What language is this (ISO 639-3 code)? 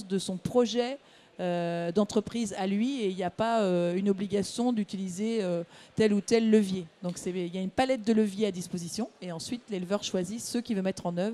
fra